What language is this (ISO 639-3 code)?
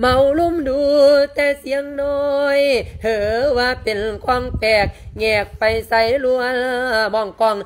lao